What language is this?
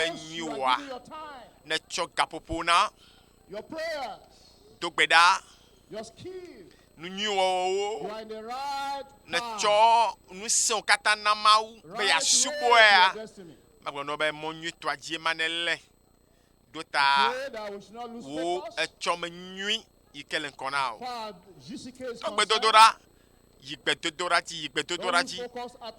Ewe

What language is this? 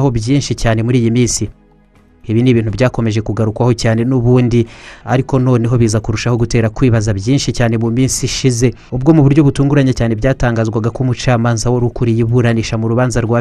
Kinyarwanda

